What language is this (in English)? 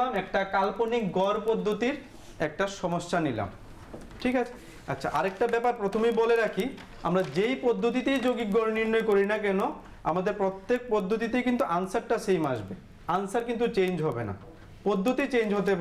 Bangla